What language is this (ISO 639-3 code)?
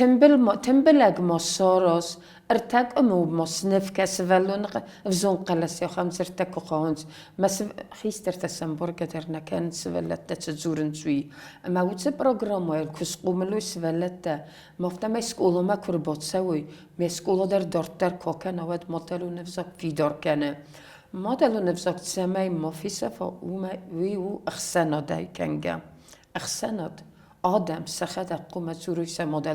oss